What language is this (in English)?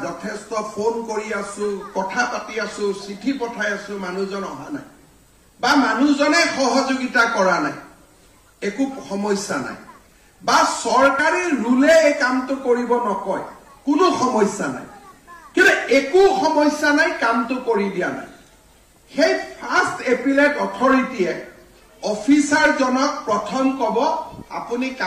Assamese